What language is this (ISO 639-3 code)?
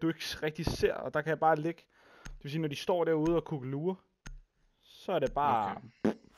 dan